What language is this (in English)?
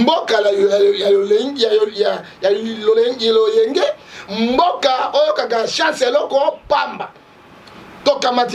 Lingala